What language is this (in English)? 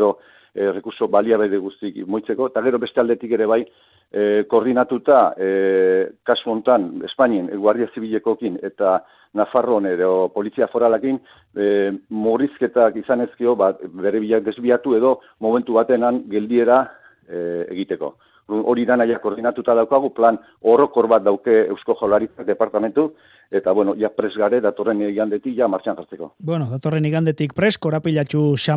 Basque